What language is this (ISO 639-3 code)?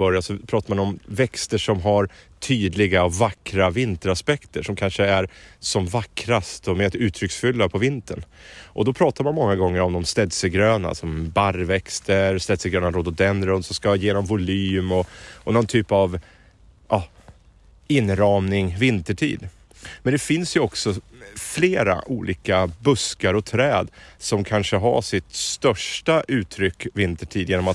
swe